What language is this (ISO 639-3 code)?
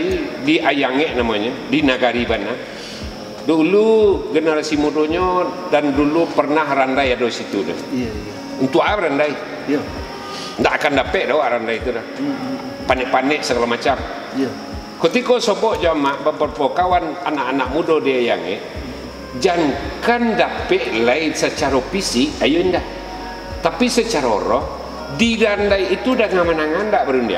min